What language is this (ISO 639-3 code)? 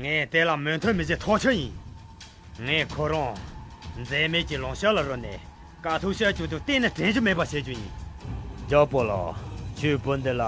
khg